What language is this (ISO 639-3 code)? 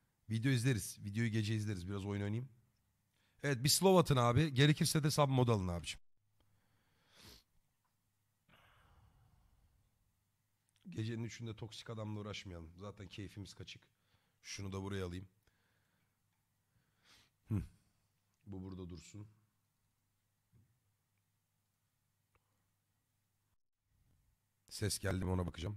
tur